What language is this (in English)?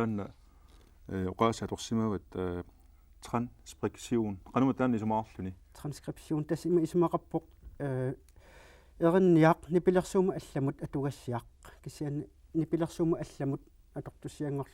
Kalaallisut